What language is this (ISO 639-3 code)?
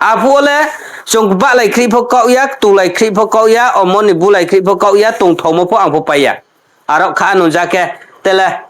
ria